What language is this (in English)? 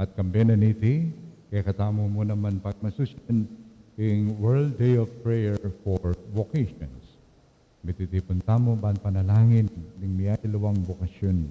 Pampanga